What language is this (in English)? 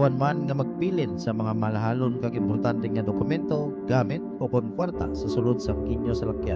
Hiligaynon